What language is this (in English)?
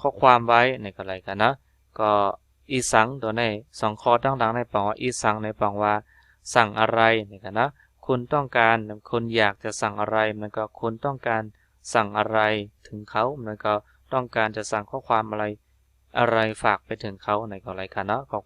Shan